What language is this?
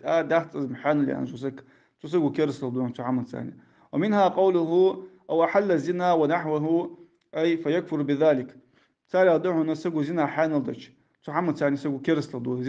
Ingush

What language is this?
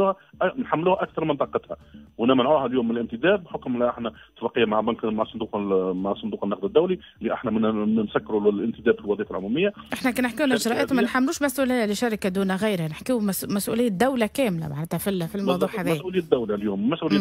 Tunisian Arabic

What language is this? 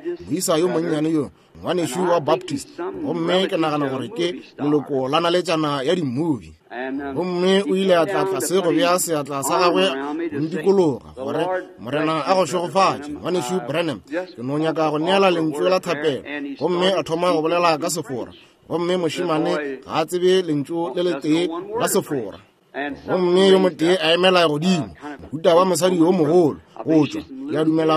Northern Sotho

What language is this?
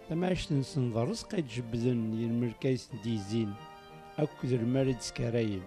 Kabyle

